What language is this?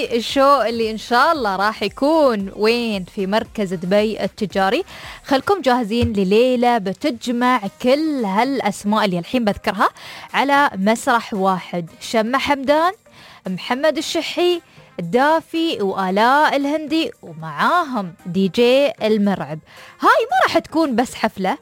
Najdi Arabic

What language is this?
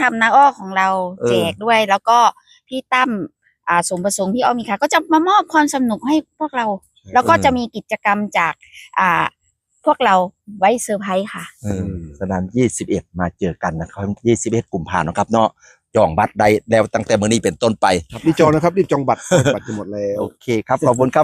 Northeastern Thai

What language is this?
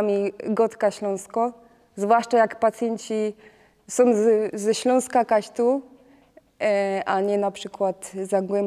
Silesian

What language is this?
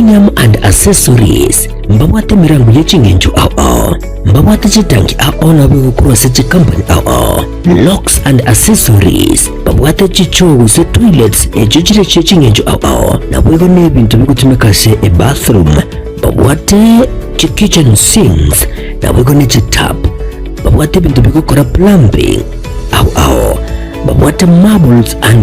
Gusii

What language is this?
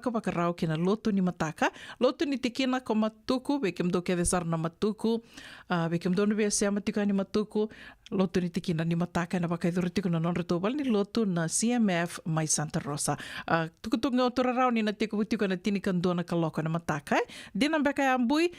Fijian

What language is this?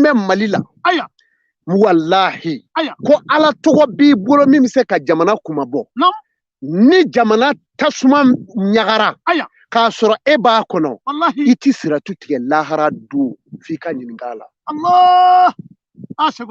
Bambara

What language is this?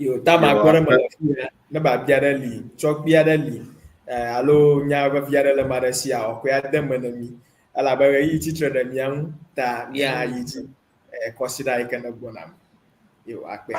Ewe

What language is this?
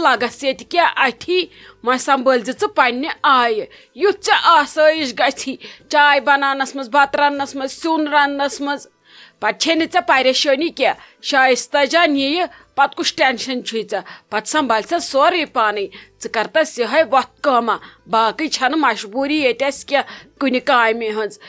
Kashmiri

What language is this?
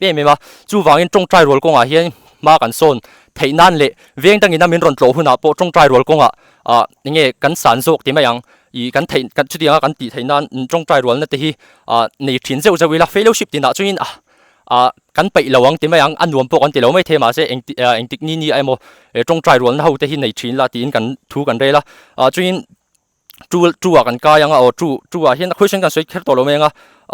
Mizo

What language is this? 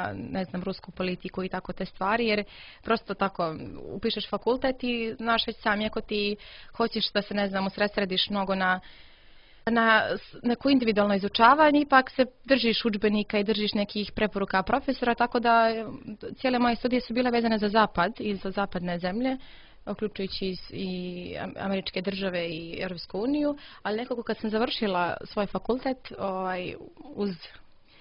Serbian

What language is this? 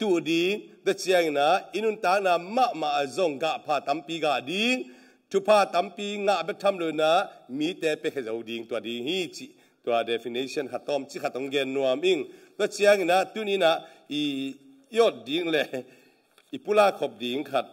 Tedim Chin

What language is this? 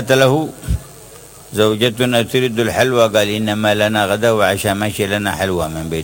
Arabic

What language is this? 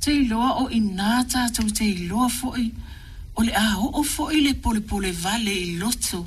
Samoan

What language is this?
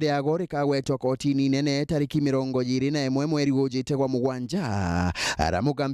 Meru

